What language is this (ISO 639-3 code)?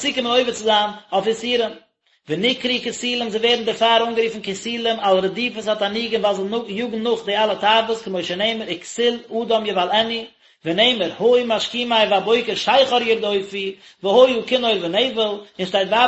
yid